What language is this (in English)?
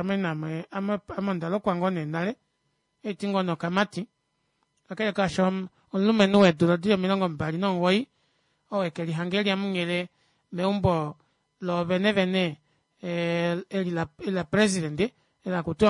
Kuanyama